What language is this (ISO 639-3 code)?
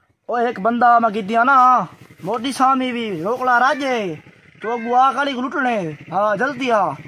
skr